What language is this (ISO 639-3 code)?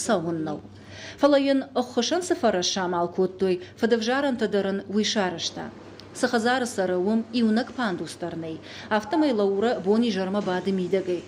oss